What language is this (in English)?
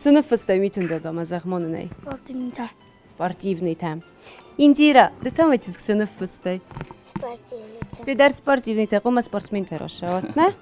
Ossetic